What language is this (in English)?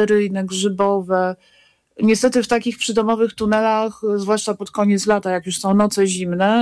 Polish